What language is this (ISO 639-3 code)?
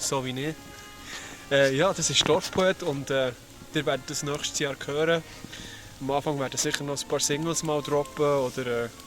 gsw